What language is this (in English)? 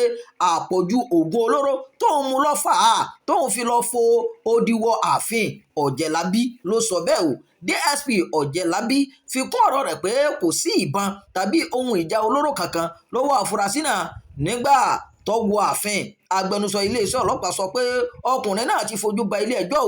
Yoruba